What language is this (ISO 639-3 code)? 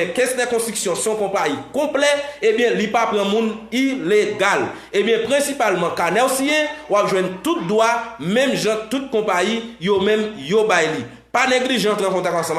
hat